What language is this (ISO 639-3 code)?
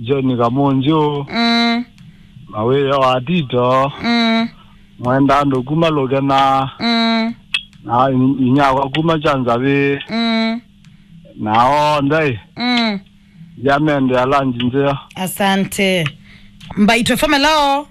kam